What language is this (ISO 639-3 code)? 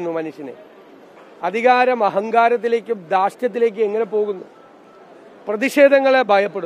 mal